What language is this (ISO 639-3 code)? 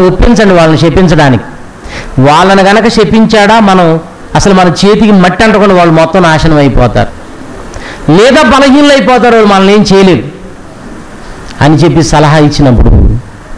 tel